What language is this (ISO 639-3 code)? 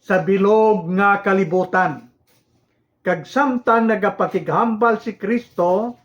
hil